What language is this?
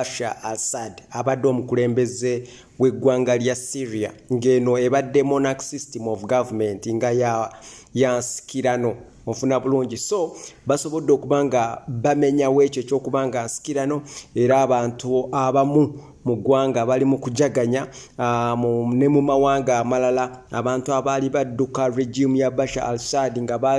Ganda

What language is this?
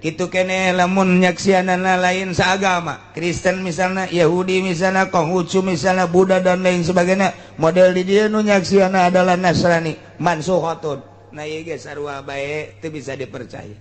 Sundanese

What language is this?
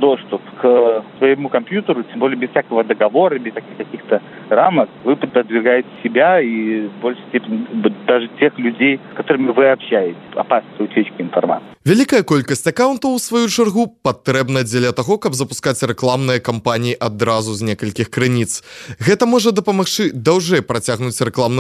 Belarusian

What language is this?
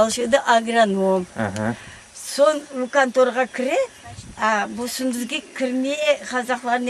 Crimean Tatar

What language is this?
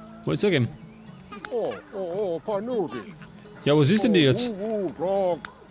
Bavarian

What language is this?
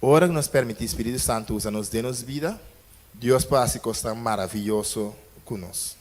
Papiamento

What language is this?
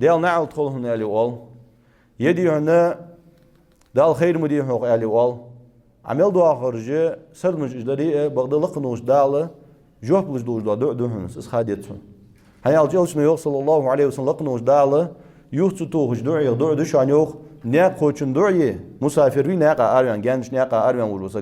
Ingush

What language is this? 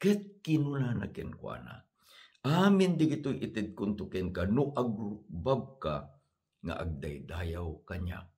Iloko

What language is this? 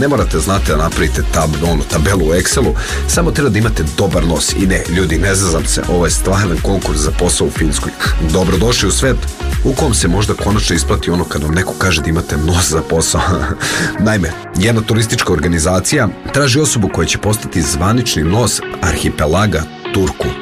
Serbian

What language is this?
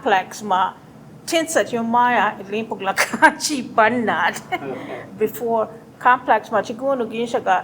Choctaw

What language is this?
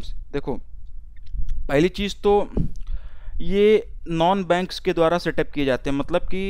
Hindi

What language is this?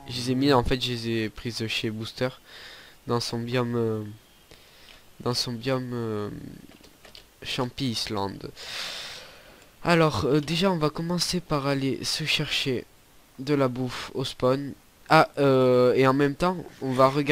French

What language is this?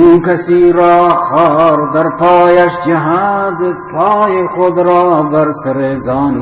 Baluchi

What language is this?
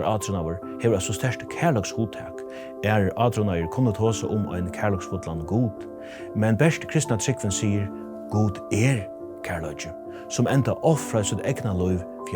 Faroese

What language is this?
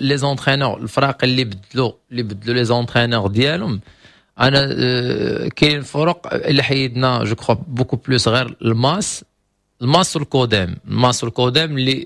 Moroccan Arabic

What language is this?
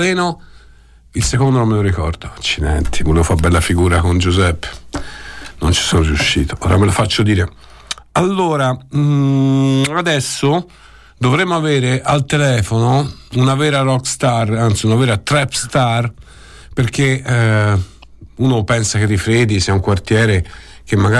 Italian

